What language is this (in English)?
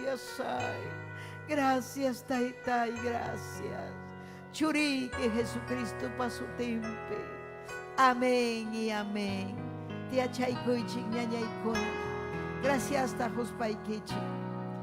Ayacucho Quechua